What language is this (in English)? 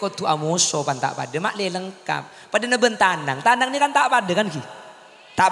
Madurese